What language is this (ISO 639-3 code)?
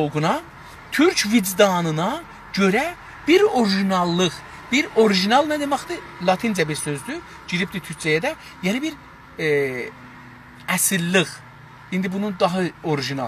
azb